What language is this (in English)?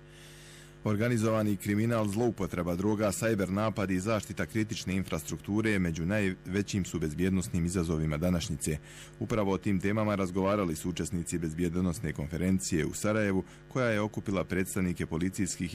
Bosnian